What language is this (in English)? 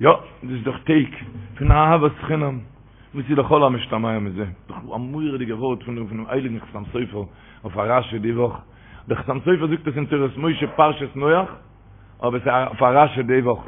Yiddish